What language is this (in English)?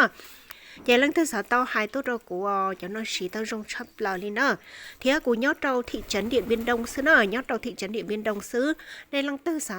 Hmong